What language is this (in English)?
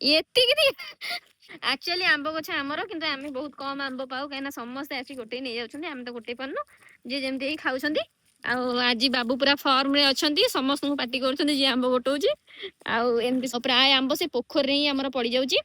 Odia